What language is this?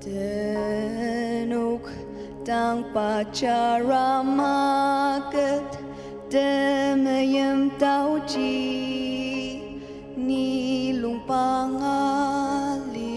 Ao Naga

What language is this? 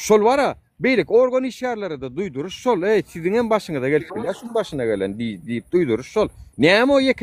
Turkmen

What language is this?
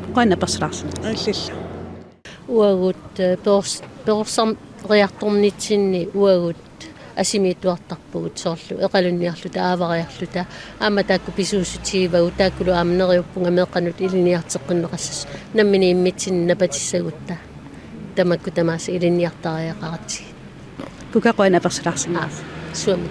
Kalaallisut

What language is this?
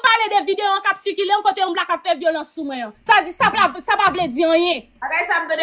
Haitian Creole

